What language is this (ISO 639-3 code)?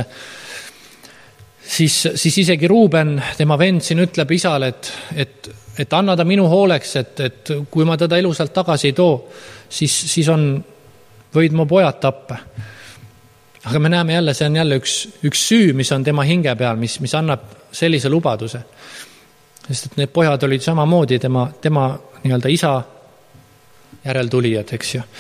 est